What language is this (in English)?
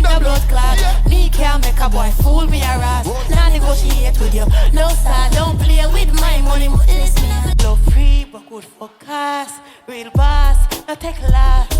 Jamaican Creole English